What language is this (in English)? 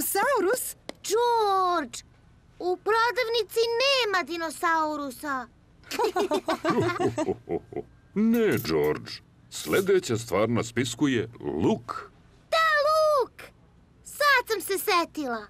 Serbian